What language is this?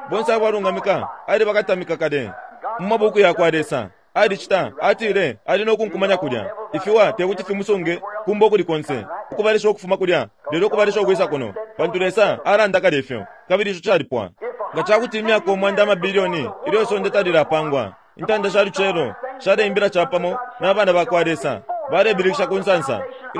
Bemba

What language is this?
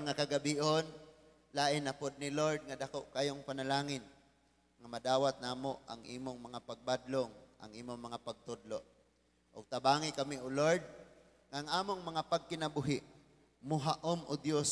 Cebuano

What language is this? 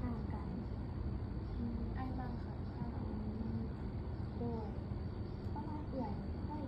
Lao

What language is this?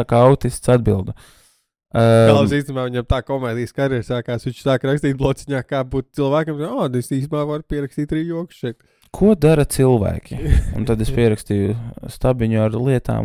Latvian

